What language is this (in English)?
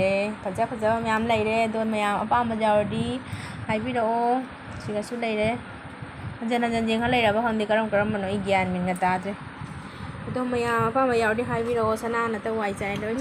Manipuri